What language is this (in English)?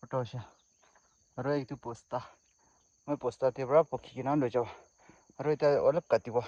Naga Pidgin